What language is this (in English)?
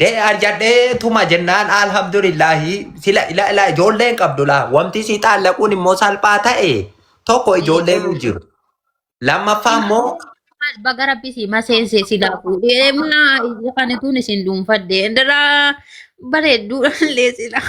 Oromo